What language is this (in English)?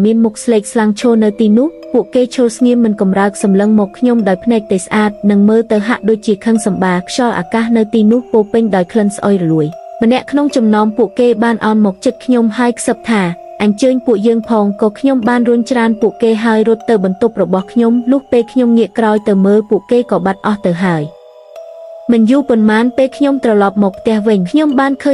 Khmer